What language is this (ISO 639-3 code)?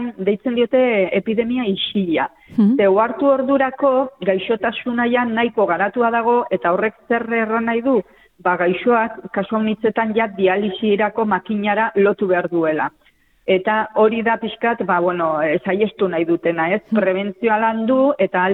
eus